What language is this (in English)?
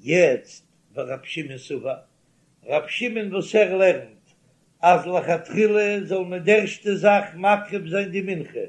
Yiddish